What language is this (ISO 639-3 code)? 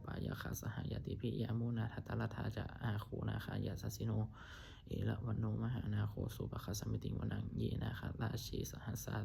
pli